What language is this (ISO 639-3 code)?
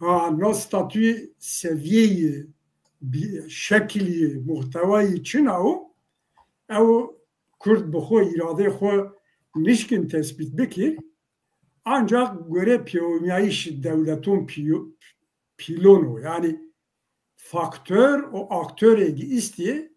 zza